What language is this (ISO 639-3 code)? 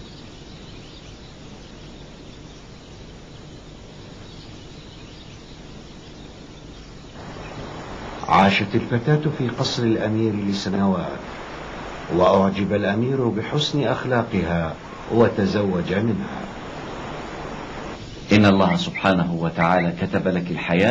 ara